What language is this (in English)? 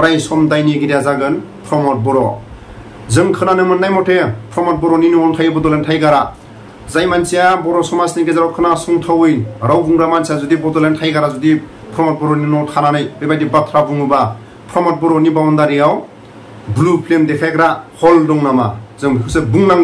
Bodo